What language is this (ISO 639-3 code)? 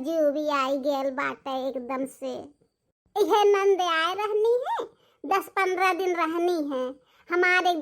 bho